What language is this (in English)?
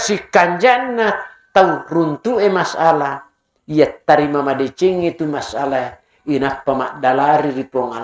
Buginese